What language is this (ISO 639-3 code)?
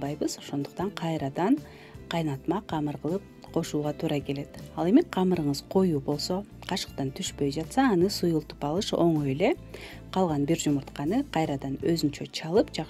kir